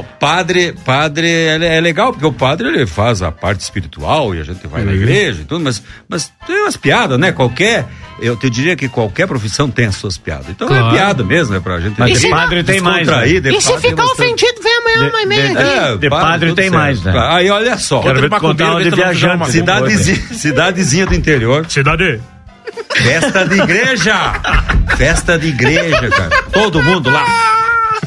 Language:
Portuguese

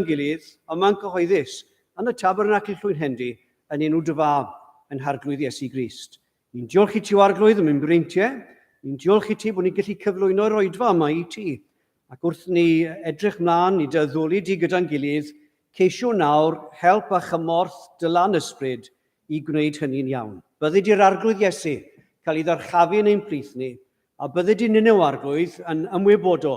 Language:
Welsh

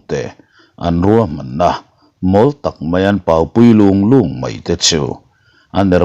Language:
Mizo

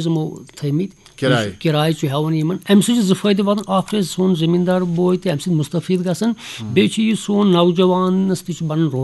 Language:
Kashmiri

